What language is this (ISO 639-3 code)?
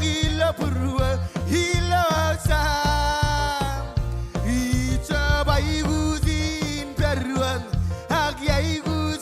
mah